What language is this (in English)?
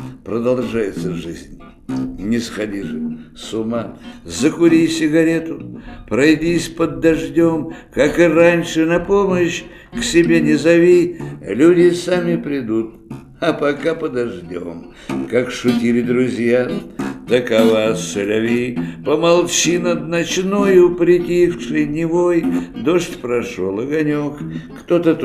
Russian